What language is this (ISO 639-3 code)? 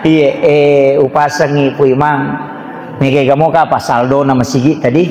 bug